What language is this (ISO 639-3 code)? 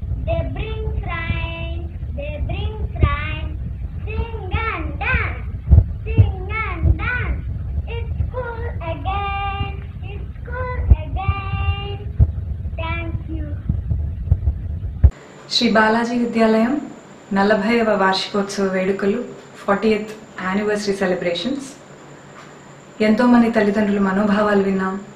tel